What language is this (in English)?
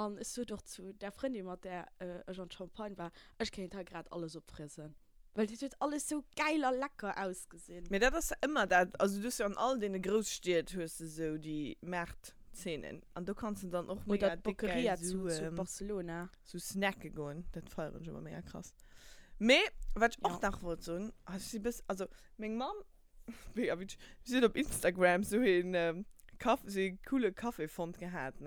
Luxembourgish